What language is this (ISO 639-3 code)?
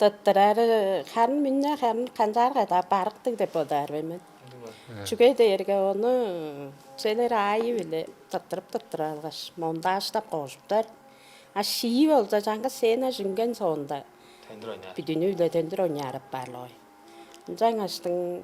tyv